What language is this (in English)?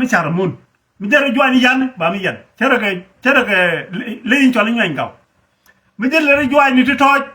Nuer